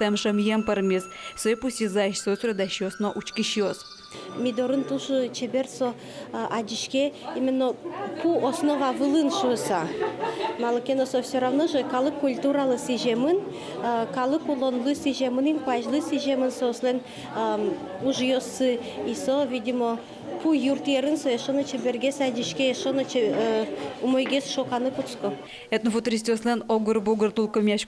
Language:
Udmurt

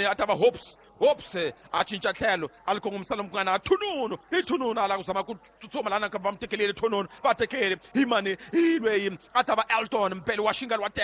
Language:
Tsonga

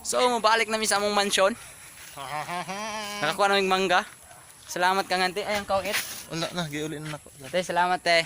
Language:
Cebuano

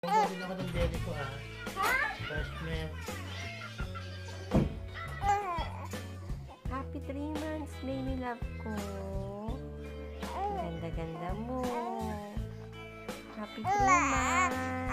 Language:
Filipino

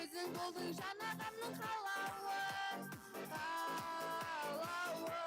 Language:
Kara-Kalpak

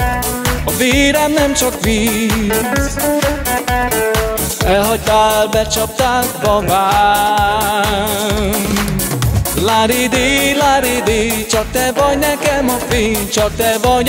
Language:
Hungarian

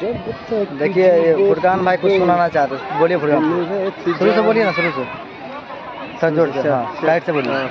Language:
Maithili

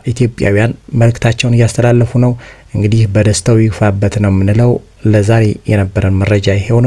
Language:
Amharic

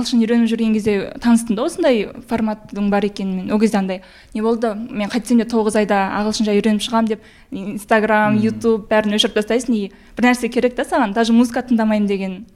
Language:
Kazakh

